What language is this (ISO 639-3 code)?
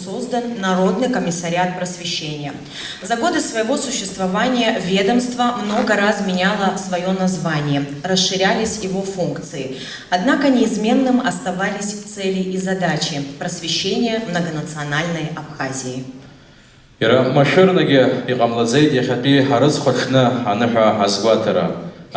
abk